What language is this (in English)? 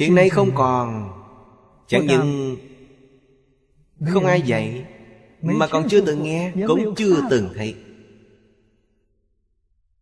Vietnamese